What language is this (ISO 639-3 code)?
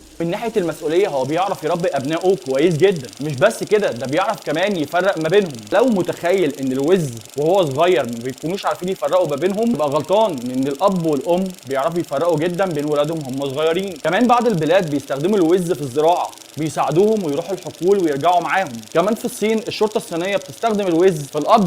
arz